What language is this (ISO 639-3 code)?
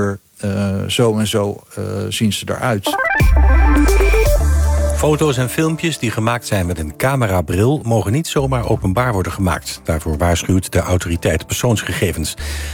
nld